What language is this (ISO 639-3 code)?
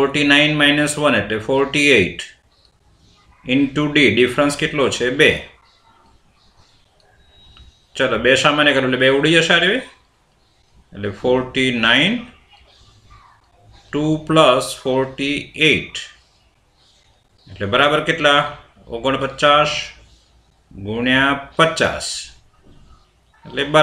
guj